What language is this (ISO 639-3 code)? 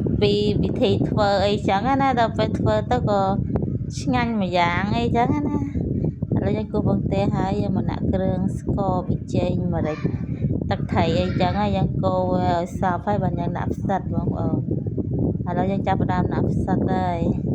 khm